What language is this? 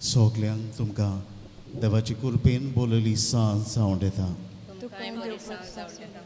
Konkani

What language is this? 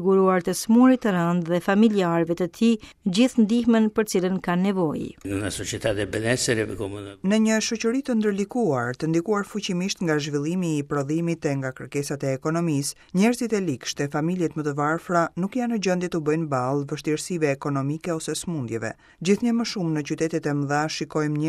Albanian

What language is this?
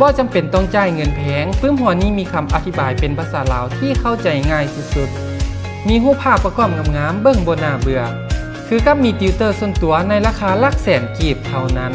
Lao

